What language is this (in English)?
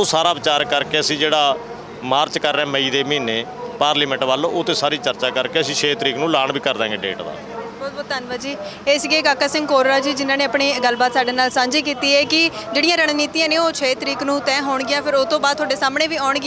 Punjabi